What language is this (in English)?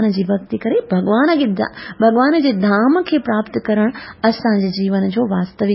Sindhi